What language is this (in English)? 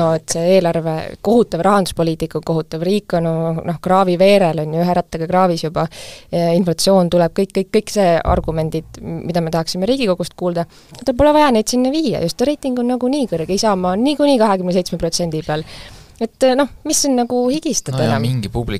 Estonian